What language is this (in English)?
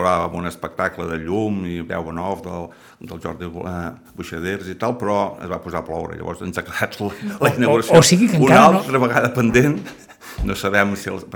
Catalan